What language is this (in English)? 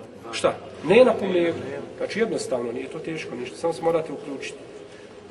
Bosnian